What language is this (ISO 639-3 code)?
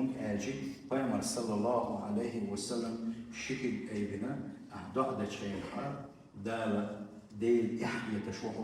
che